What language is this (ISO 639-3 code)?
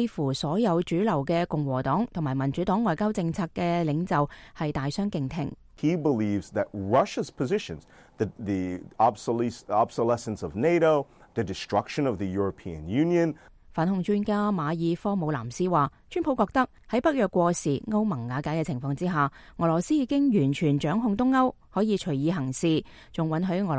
yue